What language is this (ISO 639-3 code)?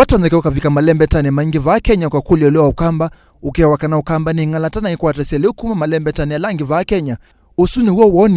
kam